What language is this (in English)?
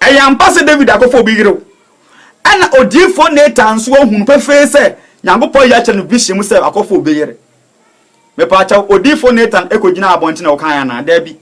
Akan